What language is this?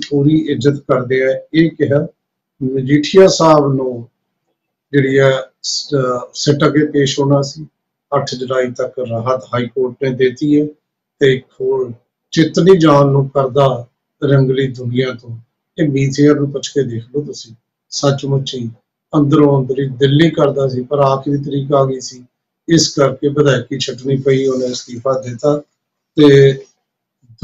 Punjabi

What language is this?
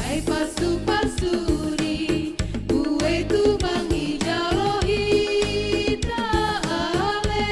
Batak Simalungun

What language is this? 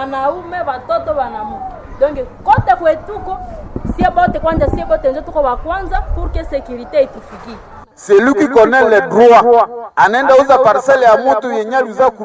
Swahili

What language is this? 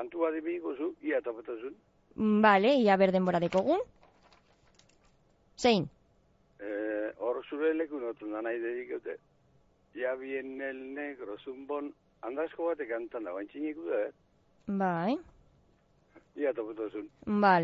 Basque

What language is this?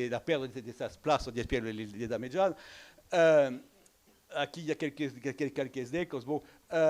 Occitan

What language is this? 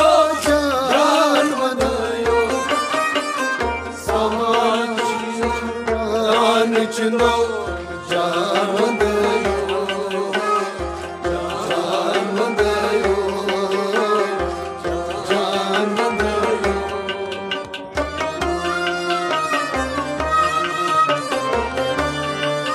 Kashmiri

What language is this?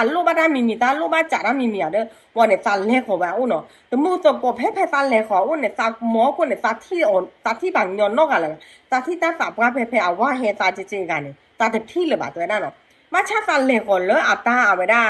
S'gaw Karen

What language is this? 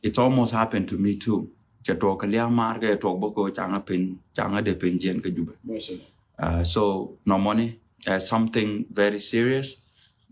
Nuer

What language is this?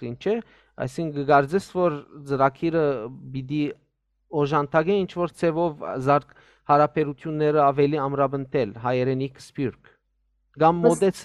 Western Armenian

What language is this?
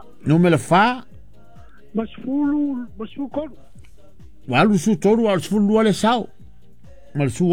Samoan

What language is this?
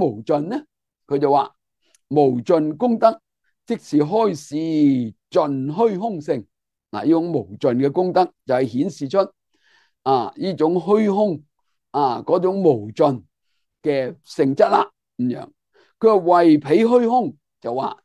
Cantonese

